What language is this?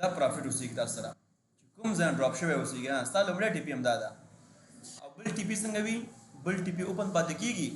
Pashto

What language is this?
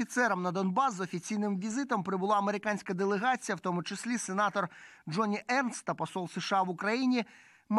Ukrainian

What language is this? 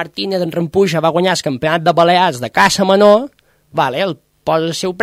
Catalan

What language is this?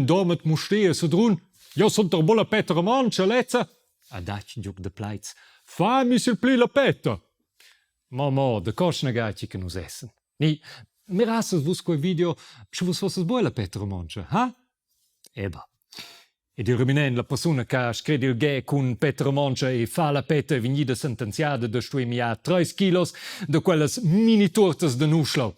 Romansh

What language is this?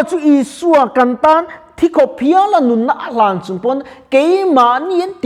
Mizo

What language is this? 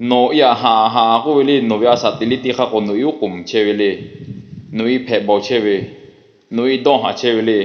Lahu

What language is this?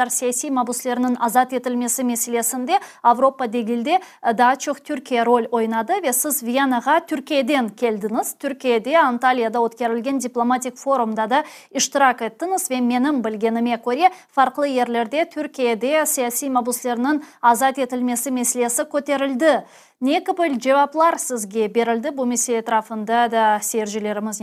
Crimean Tatar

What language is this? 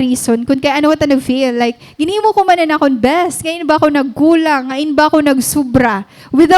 Waray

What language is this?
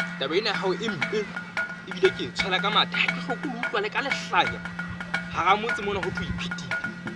Southern Sotho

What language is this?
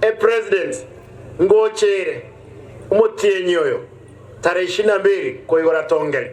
Gusii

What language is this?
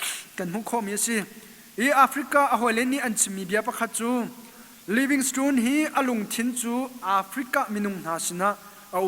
Hakha Chin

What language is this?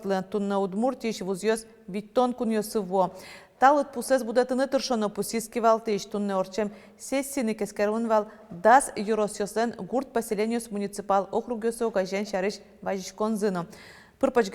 Udmurt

